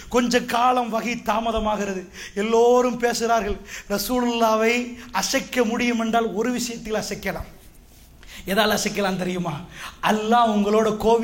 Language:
Tamil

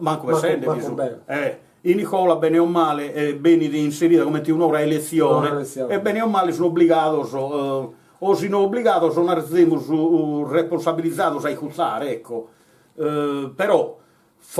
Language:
Sardinian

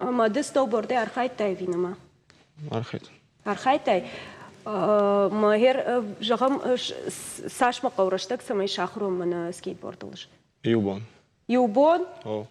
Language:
Ossetic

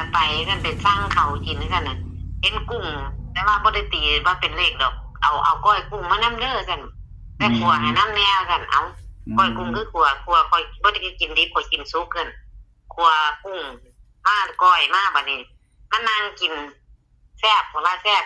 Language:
Northeastern Thai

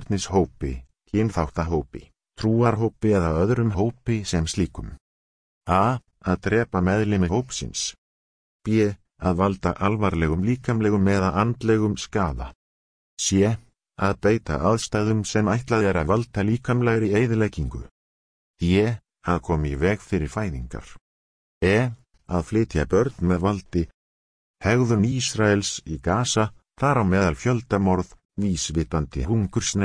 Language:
Icelandic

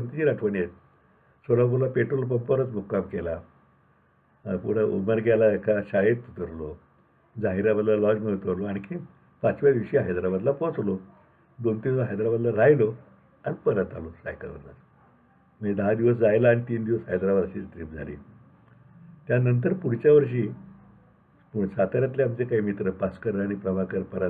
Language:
Marathi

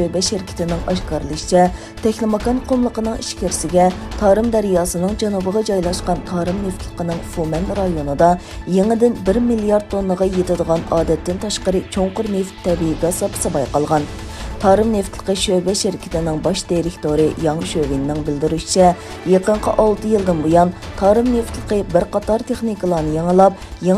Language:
Uyghur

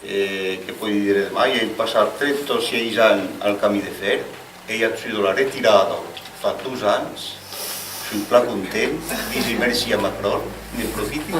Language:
Occitan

